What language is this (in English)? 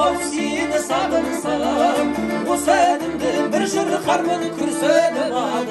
Kazakh